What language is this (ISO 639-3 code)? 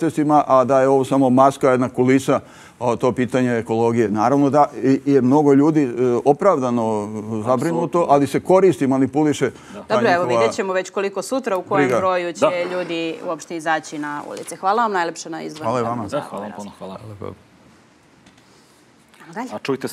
srp